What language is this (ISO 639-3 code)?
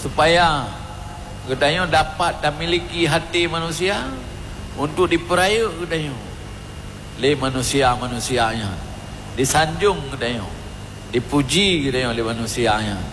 ace